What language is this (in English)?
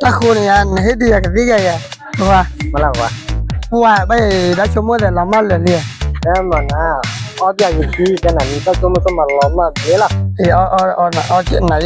S'gaw Karen